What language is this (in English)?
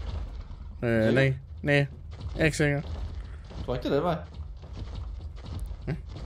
Danish